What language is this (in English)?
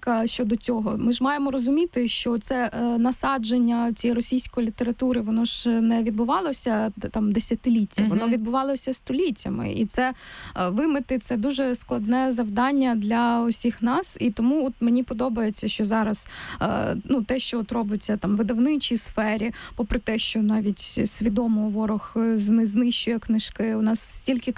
Ukrainian